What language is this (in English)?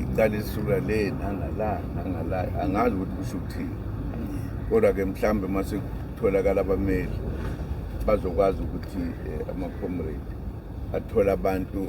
Zulu